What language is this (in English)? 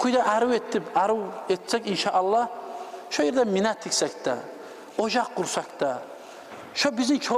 Kumyk